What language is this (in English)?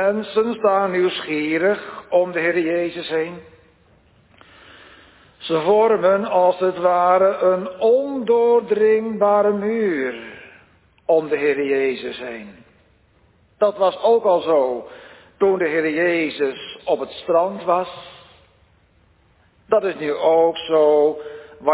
Dutch